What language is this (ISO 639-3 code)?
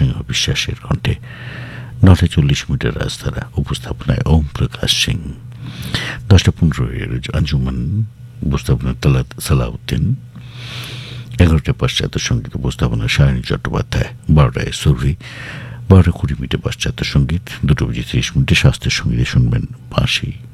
ben